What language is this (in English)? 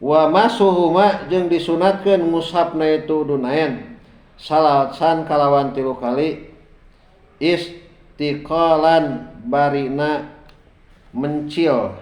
Sundanese